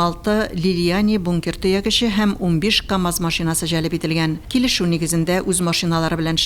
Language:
Tatar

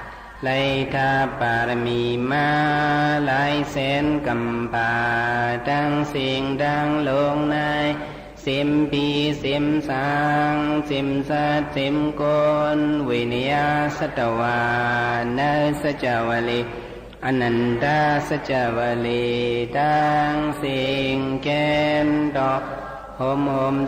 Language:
Shan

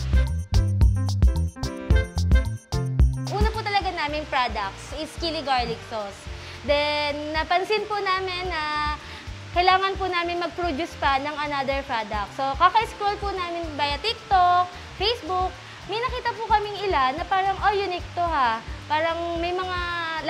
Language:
Filipino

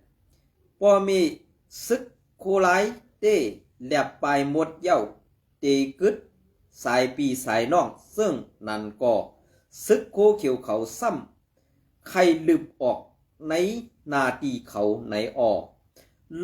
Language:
Shan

